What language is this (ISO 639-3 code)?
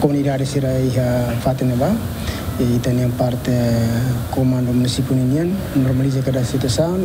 tet